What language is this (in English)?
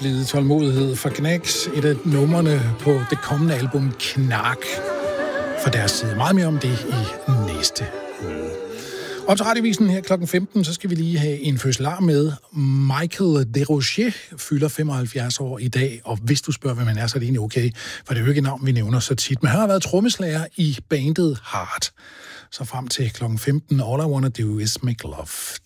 Danish